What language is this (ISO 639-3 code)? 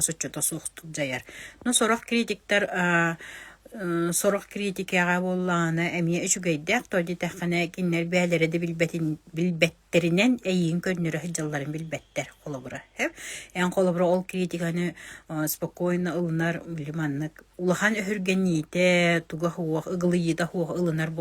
sah